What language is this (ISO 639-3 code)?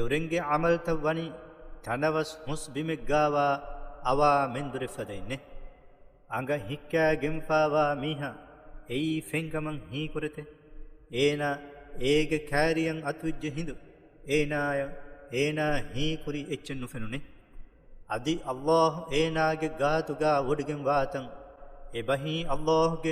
div